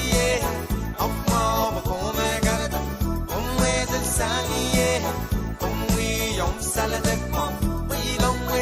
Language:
Pohnpeian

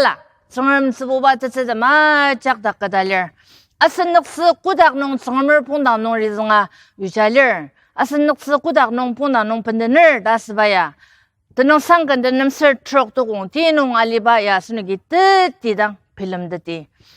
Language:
Ao Naga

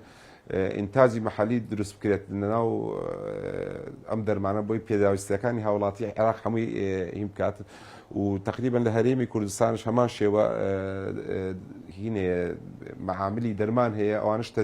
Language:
Central Kurdish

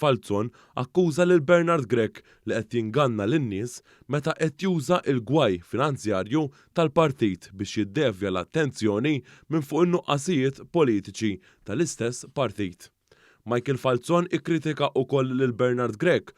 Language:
Maltese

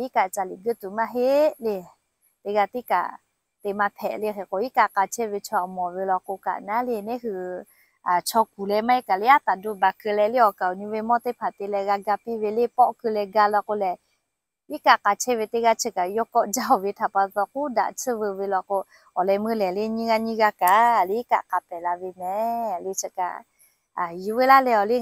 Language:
Lahu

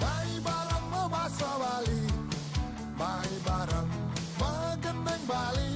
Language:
Balinese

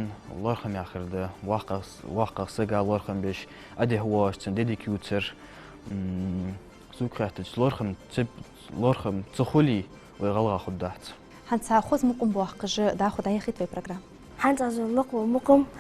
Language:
Ingush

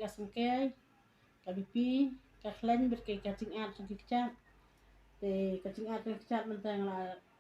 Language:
Khasi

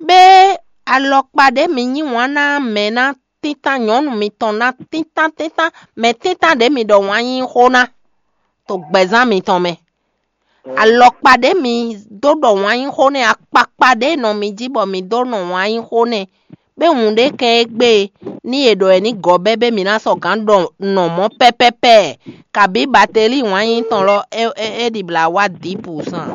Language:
Fon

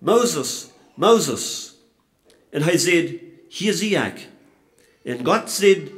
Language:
Plautdietsch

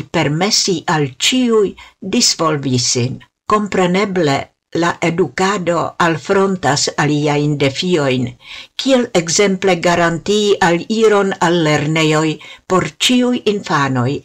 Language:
Esperanto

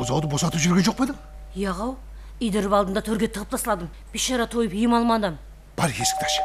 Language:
Kara-Kalpak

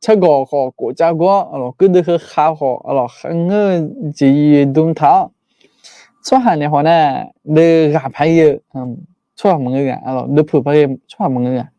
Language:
Akha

